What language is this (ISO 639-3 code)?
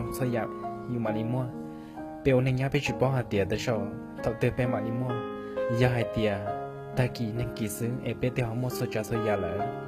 hmn